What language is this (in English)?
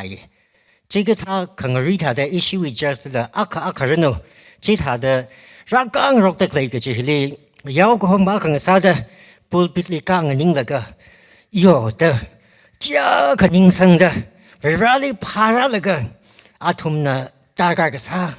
Tangkhul Naga (India)